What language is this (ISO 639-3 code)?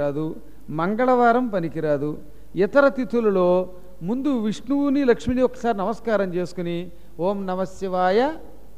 tel